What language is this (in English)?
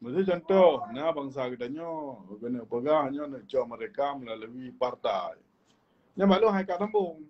Achinese